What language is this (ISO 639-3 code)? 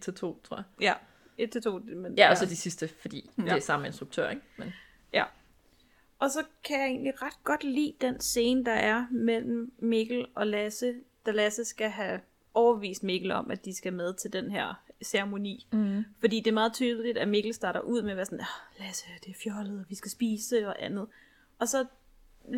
dan